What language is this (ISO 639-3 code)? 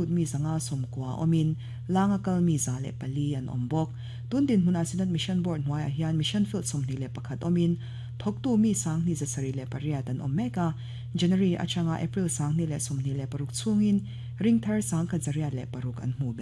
lus